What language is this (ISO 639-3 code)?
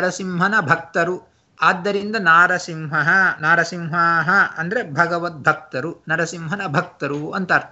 kan